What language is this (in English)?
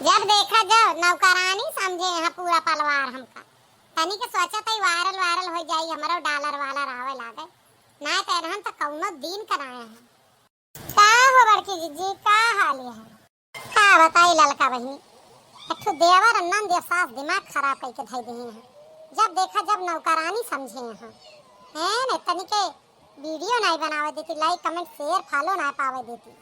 Awadhi